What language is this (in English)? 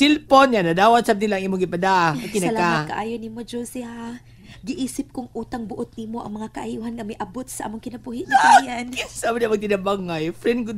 Cebuano